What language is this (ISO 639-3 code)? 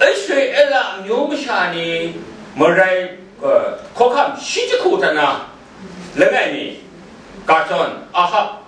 kac